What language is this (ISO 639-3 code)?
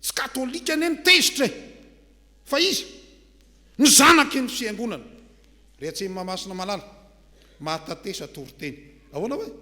mlg